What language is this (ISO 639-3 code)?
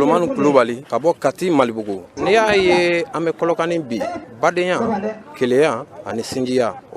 bam